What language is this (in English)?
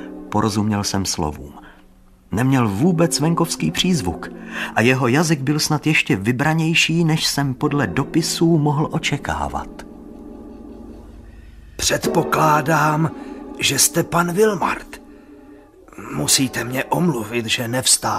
Czech